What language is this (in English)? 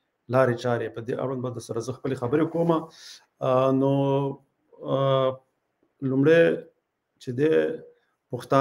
Pashto